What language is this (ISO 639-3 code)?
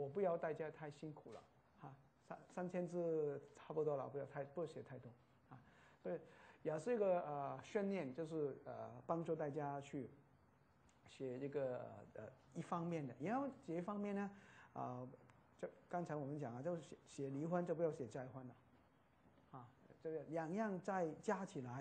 zho